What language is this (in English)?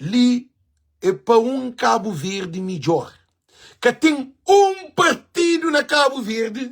Kabuverdianu